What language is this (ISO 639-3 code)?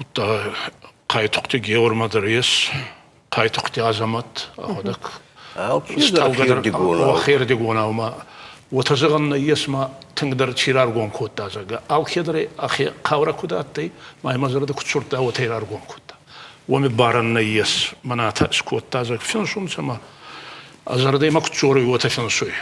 oss